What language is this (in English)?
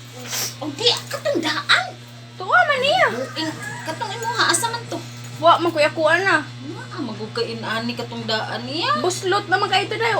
Cebuano